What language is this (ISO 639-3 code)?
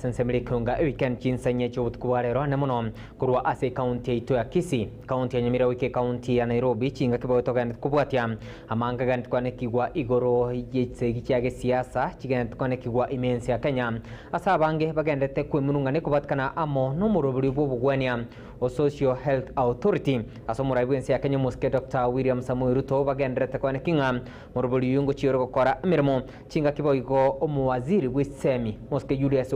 guz